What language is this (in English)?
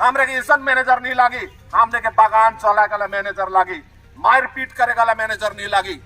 Sadri